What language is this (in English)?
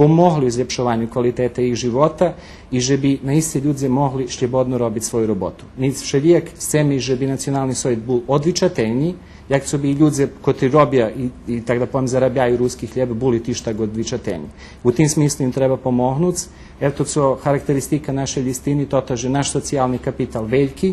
Rusyn